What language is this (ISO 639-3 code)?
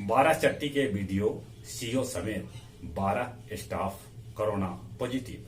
mag